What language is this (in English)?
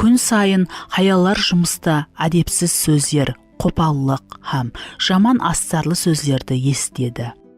Kara-Kalpak